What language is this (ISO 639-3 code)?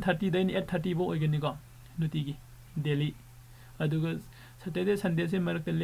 mni